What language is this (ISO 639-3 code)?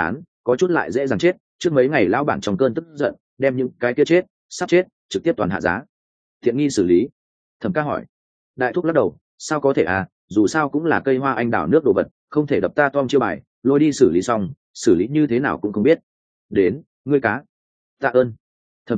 vie